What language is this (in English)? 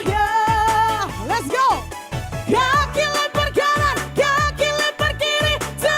Manado Malay